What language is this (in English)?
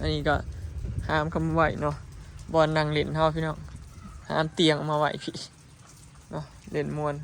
Lao